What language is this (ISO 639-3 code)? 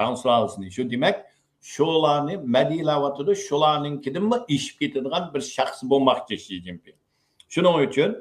uig